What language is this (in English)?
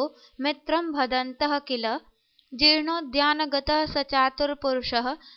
Sanskrit